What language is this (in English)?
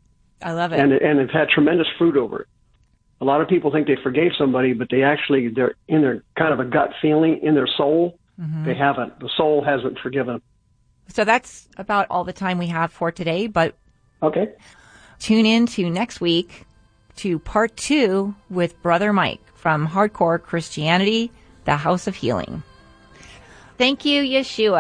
English